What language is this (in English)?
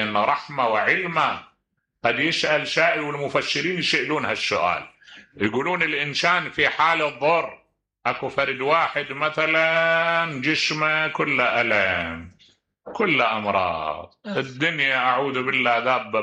Mesopotamian Arabic